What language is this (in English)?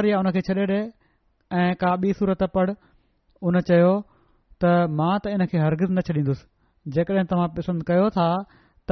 Sindhi